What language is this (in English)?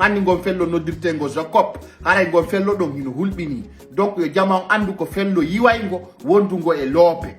Fula